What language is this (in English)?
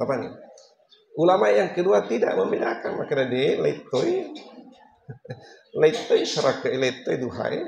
Buginese